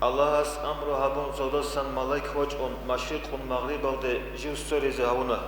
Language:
Avaric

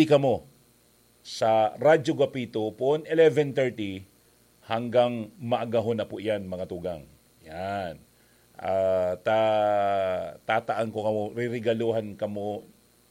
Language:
Bikol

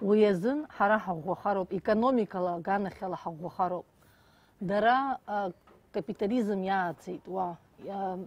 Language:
Abkhazian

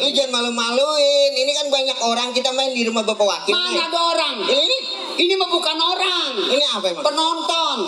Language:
Betawi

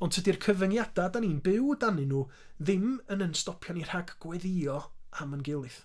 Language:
Welsh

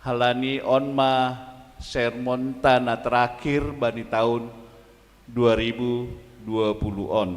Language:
Batak Simalungun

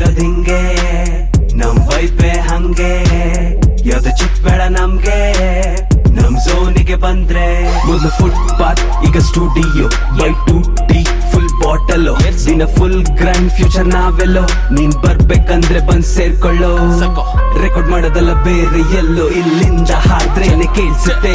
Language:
Kannada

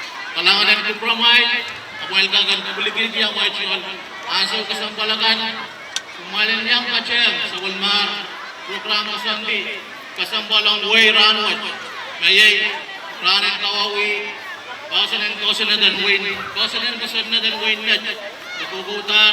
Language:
Pohnpeian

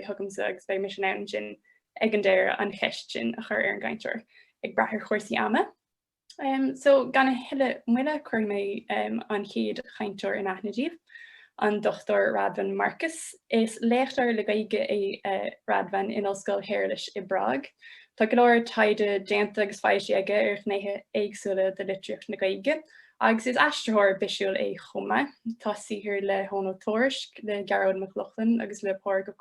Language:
Irish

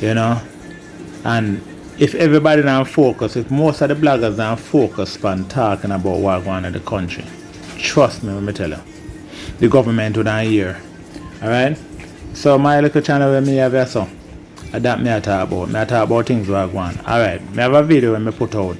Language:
Jamaican Creole English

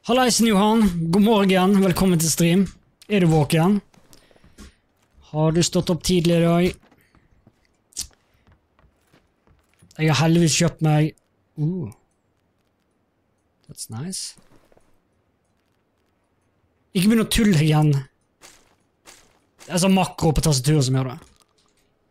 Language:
Norwegian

